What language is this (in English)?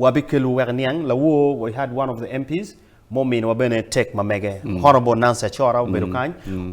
Acoli